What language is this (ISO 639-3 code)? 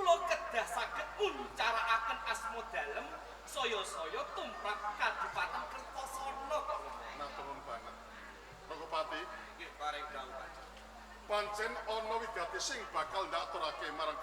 jav